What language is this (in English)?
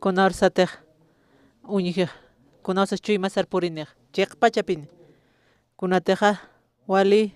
Aymara